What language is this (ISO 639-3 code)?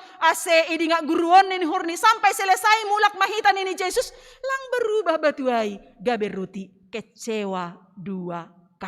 bts